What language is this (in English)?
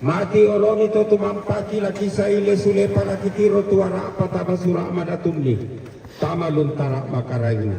Toraja-Sa'dan